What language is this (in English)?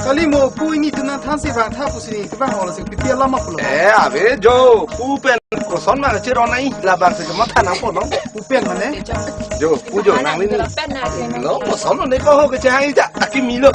Karbi